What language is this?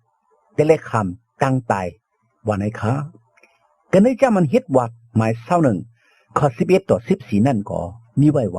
Shan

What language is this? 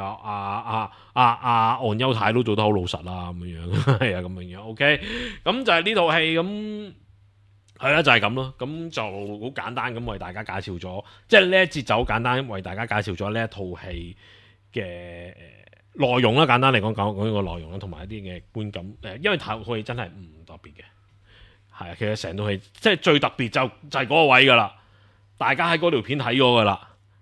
Cantonese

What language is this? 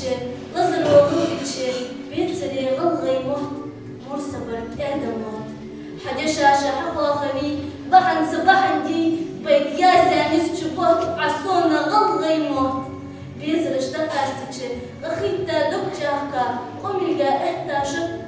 Ingush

